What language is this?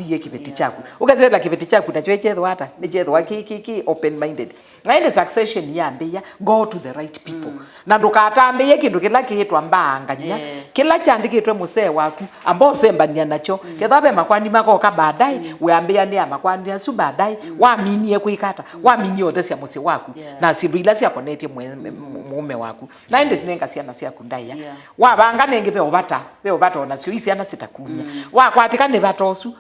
Kamba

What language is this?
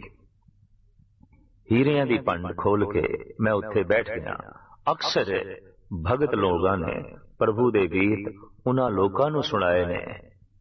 Punjabi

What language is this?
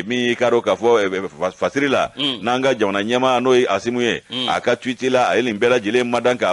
Bambara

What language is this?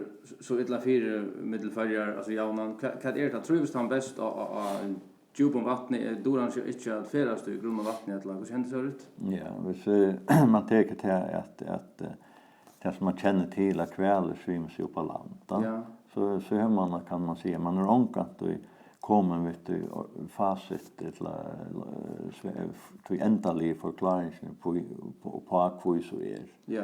Faroese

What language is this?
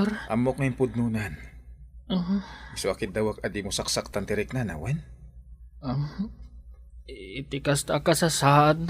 Iloko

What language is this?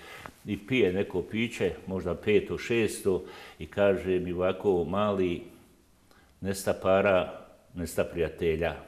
Bosnian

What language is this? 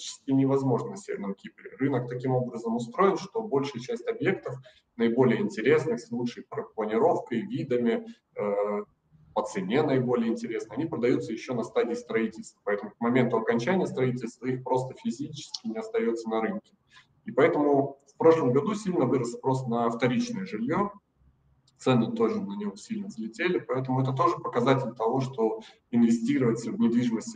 Russian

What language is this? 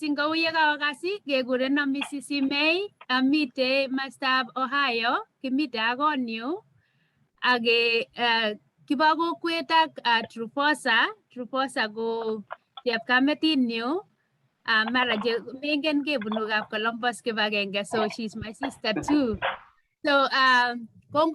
Kalenjin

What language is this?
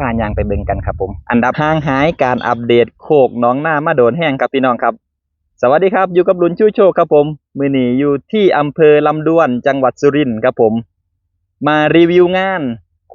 Northeastern Thai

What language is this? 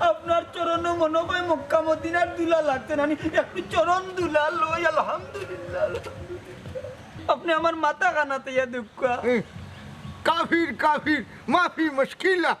Sylheti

